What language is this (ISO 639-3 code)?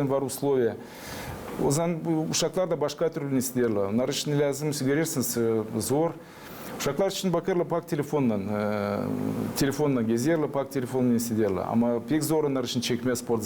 gag